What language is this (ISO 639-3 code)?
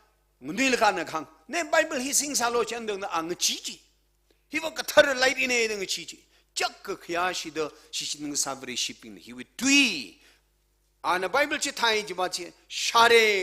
nmf